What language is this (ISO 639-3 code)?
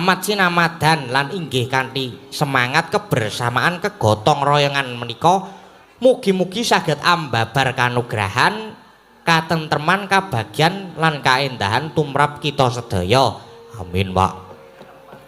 jav